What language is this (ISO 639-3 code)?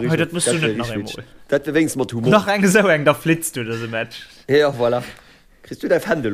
ltz